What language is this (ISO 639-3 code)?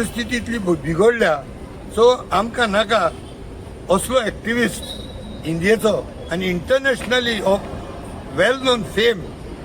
kok